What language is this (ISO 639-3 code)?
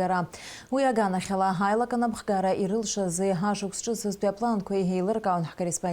abk